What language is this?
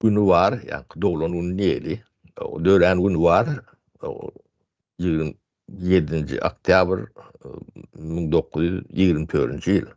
Turkmen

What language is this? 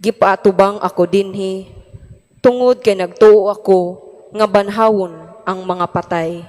Cebuano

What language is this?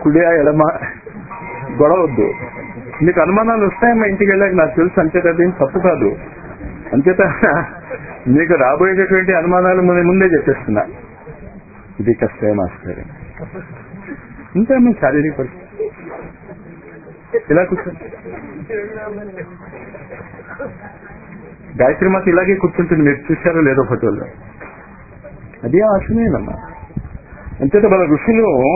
Telugu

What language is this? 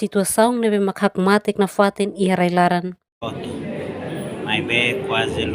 Tetum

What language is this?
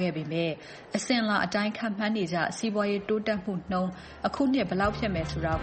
Burmese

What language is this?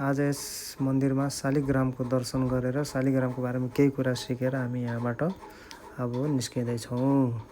Nepali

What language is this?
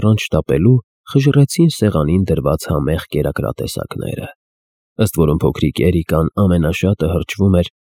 Armenian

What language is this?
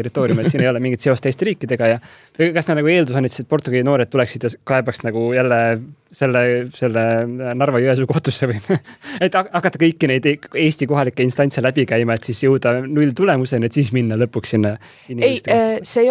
Estonian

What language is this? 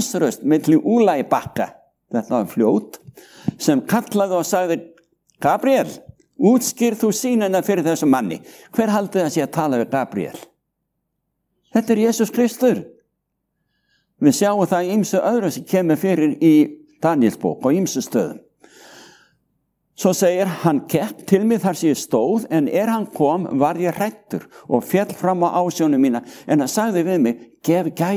Icelandic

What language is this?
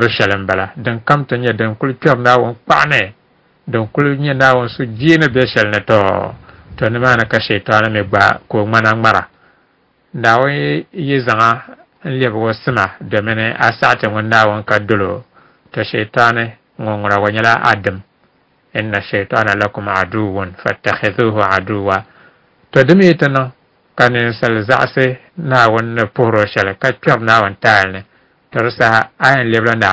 Dagbani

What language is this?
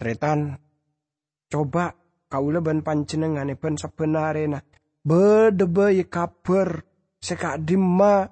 Madurese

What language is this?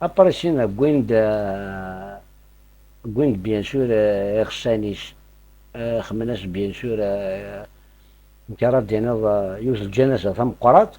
Kabyle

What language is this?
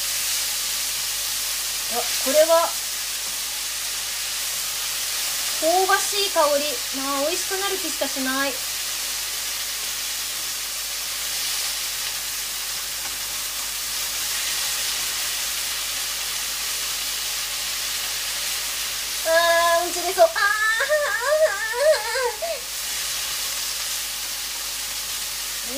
Japanese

